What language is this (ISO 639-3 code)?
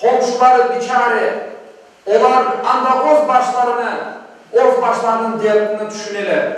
crh